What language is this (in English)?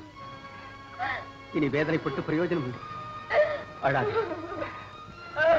Tamil